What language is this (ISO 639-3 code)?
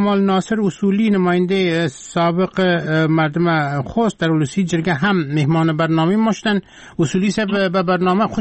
fas